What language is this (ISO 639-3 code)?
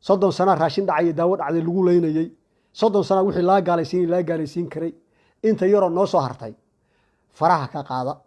som